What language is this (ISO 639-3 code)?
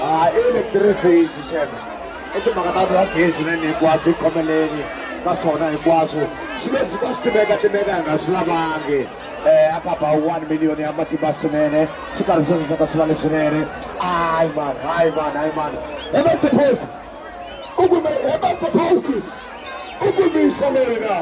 tso